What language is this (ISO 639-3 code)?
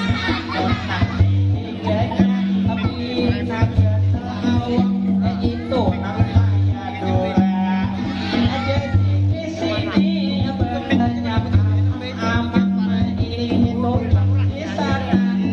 bjn